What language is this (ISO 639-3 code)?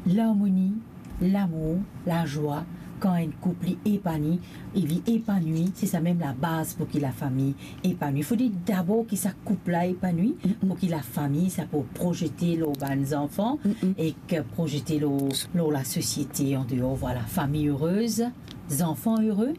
mfe